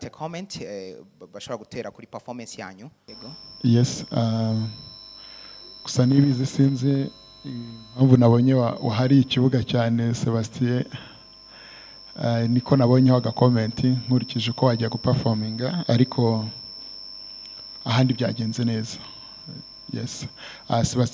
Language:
Kinyarwanda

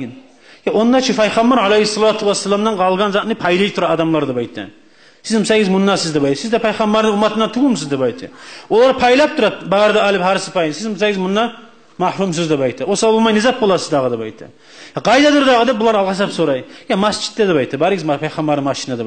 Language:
Kumyk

